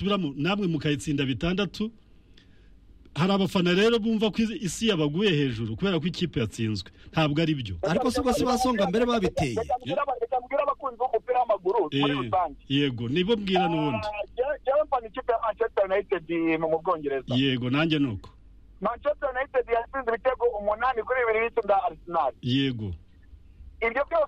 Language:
Kinyarwanda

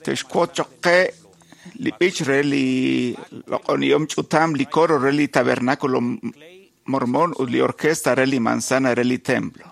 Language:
Kekchí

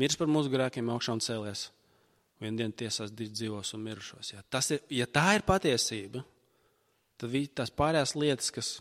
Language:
Latvian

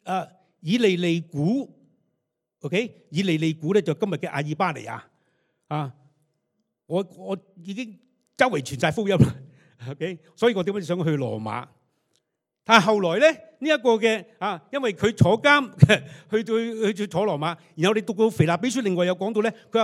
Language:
Cantonese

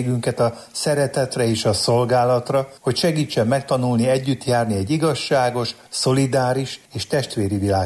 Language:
Hungarian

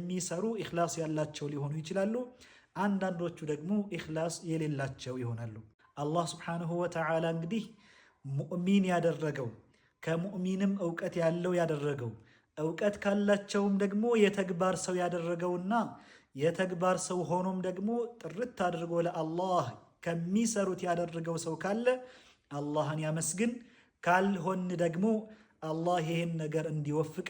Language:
Amharic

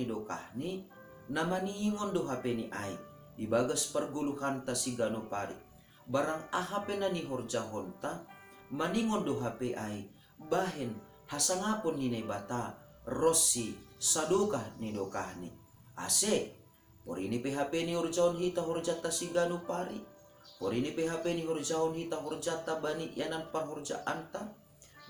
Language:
Batak Simalungun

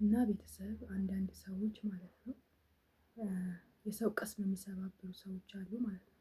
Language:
Amharic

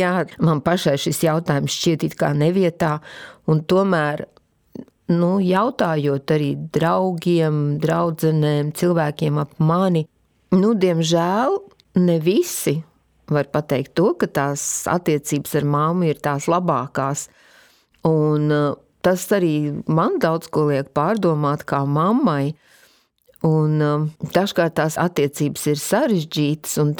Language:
Latvian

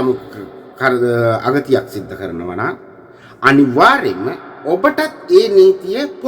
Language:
Sinhala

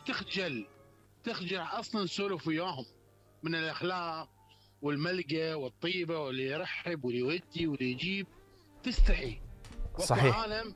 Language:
Mesopotamian Arabic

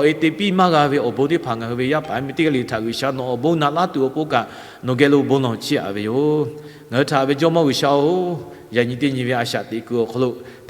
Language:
Lahu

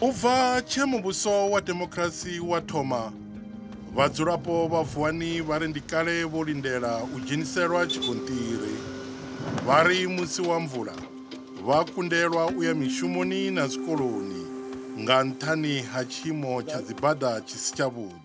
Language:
Venda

